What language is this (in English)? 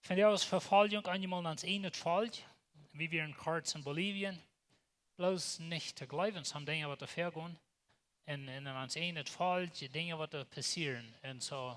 Plautdietsch